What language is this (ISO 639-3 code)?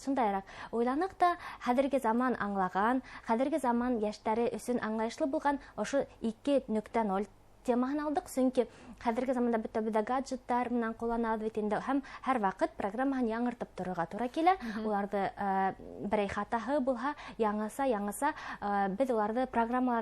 bak